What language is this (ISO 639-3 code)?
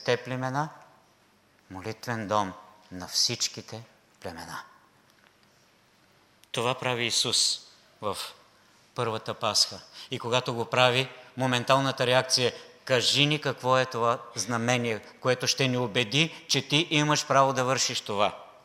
bul